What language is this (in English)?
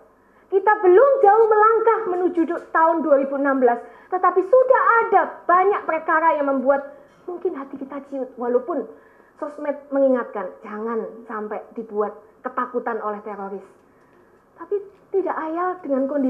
Indonesian